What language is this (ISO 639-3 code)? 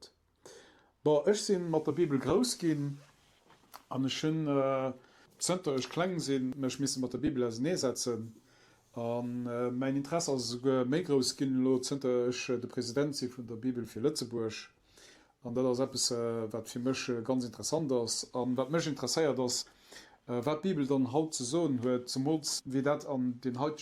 ltz